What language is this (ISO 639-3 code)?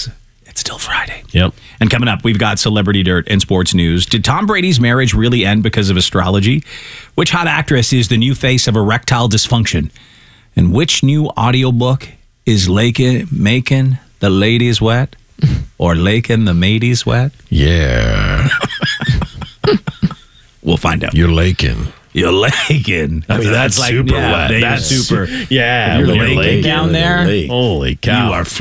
eng